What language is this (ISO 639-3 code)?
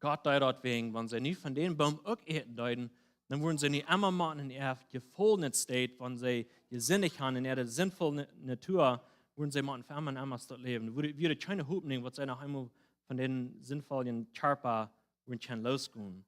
pdt